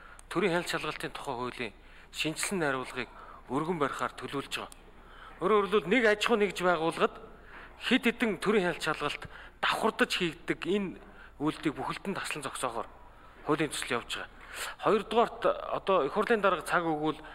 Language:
Mongolian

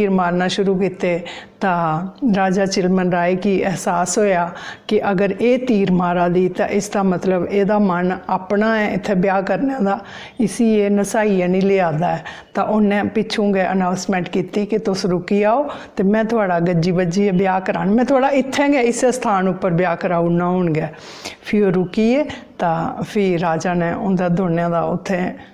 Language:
Dogri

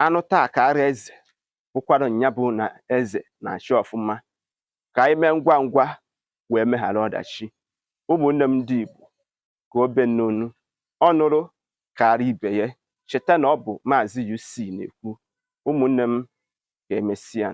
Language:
Igbo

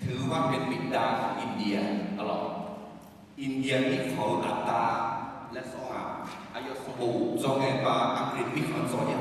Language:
Akha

